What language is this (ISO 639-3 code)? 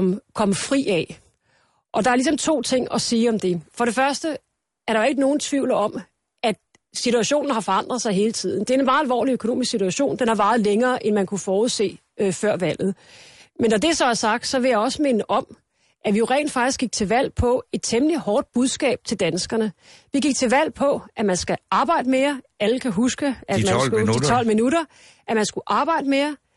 dan